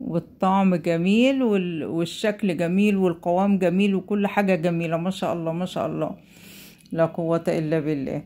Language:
Egyptian Arabic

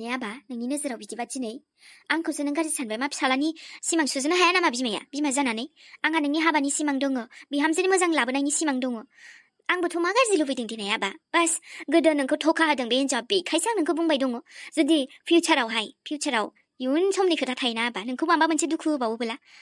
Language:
Bodo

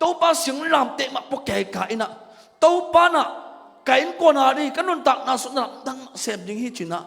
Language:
Tedim Chin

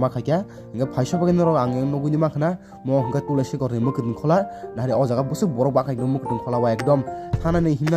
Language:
Kok Borok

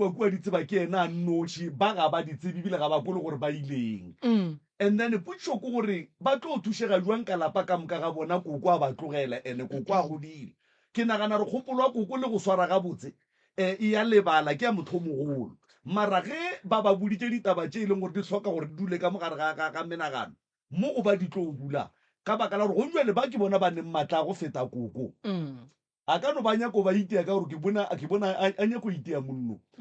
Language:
Northern Sotho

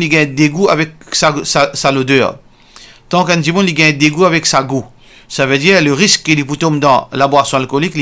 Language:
Morisyen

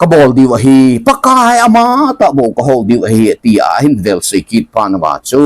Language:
Thado Chin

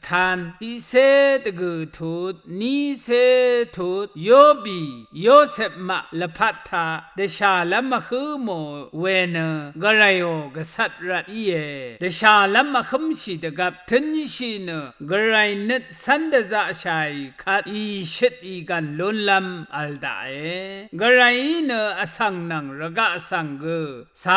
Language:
Rawang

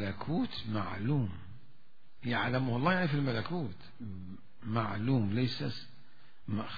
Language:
Mesopotamian Arabic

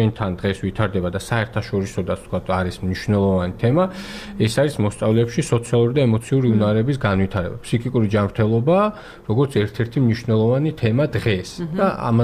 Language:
Georgian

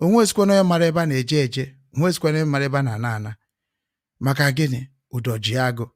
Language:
Igbo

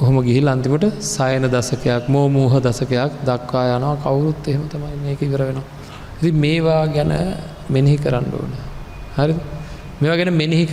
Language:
Sinhala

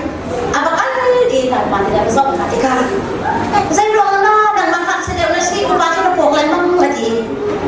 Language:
Hakha Chin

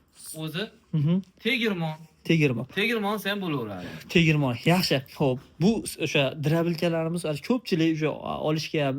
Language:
Uzbek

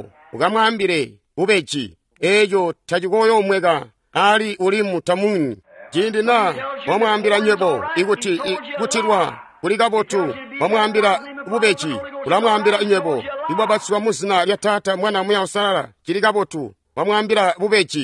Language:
Tonga (Zambia)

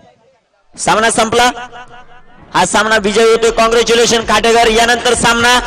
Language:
Marathi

